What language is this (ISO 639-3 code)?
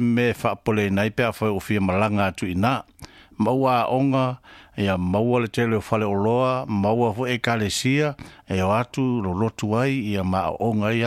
smo